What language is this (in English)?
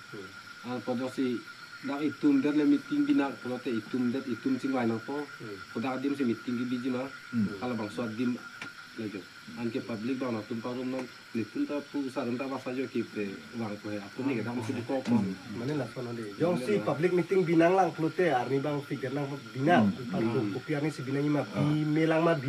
Karbi